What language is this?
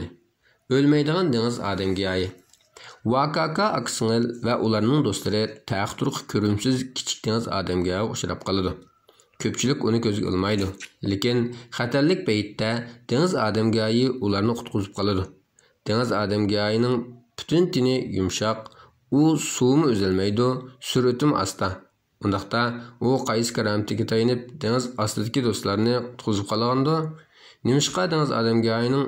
Uyghur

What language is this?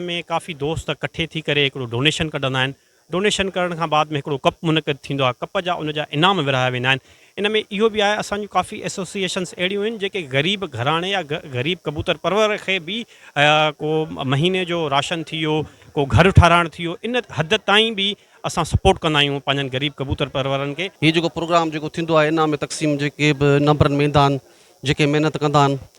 Sindhi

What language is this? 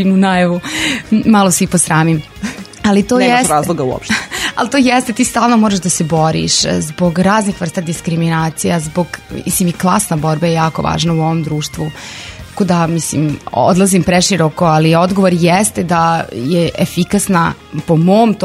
Serbian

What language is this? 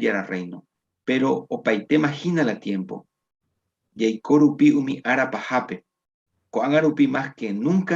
Guarani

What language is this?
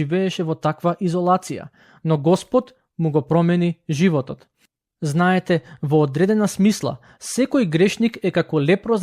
Macedonian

